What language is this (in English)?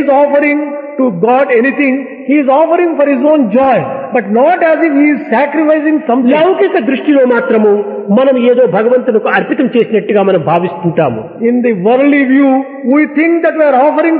Telugu